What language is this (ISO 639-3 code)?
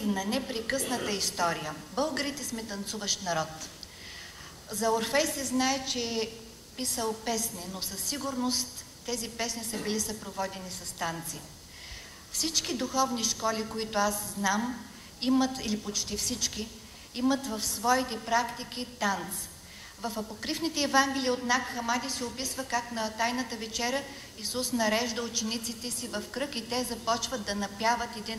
bul